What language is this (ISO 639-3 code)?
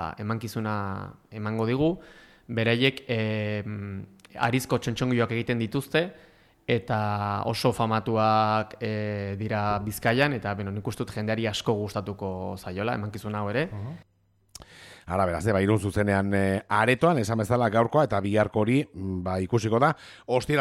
eus